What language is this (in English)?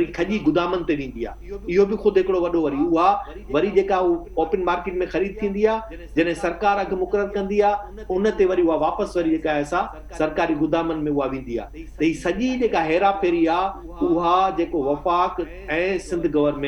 Sindhi